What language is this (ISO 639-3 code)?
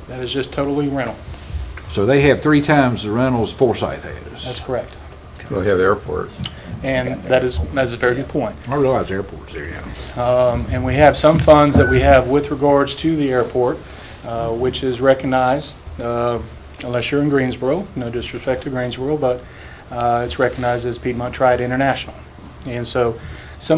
eng